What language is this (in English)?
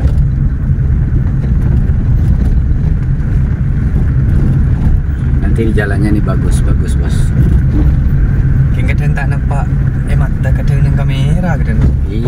Indonesian